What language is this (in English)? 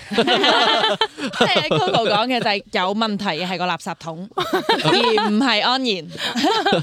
Cantonese